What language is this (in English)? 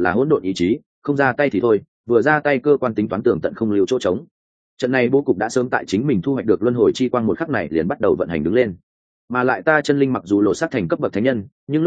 Vietnamese